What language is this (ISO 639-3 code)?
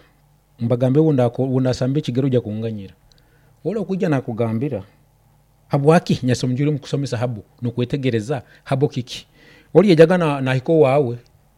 nyn